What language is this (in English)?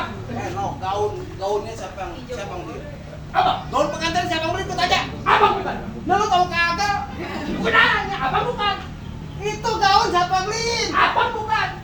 Betawi